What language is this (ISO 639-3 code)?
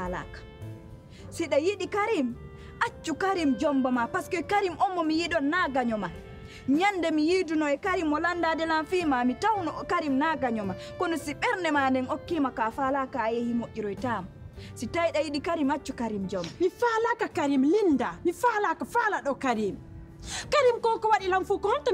fuf